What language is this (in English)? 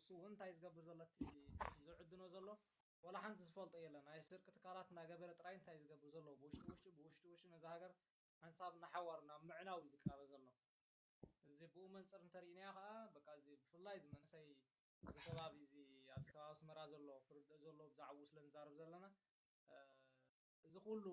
Tigrinya